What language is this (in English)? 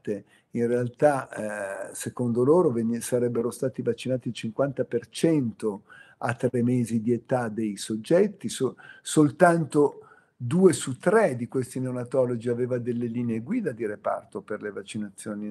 Italian